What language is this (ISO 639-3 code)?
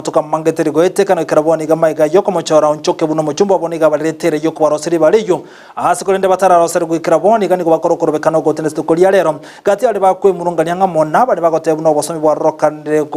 guz